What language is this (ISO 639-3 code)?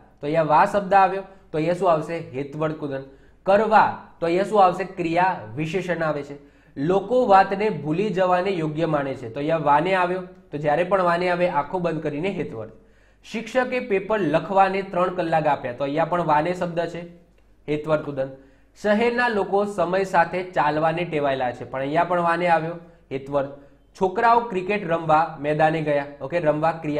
guj